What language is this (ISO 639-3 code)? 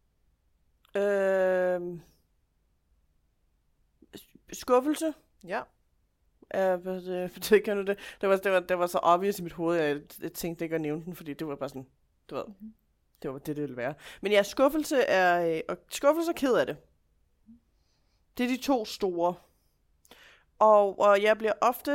dan